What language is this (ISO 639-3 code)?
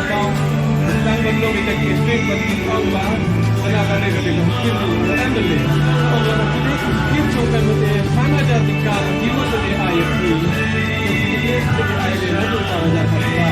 kha